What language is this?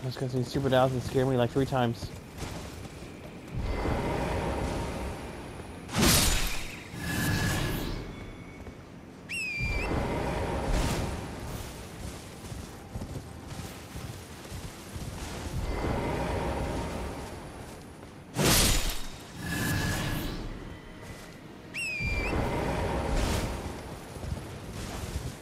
English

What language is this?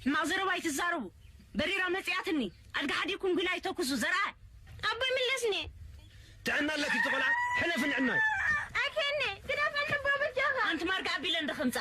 Tigrinya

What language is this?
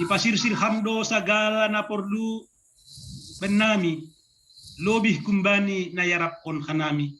Batak Simalungun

